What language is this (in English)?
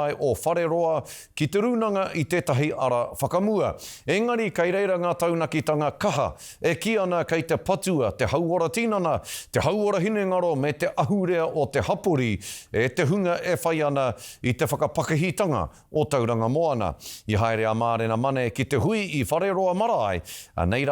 Māori